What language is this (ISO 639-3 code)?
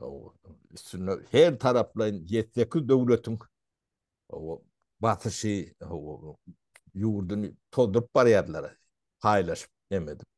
tuk